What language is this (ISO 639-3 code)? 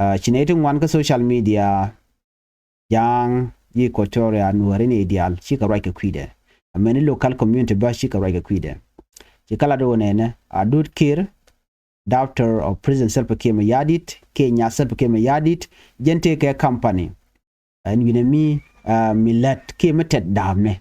nus